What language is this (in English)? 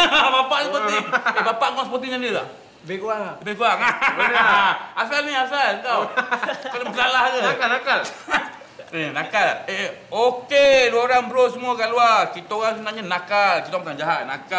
Malay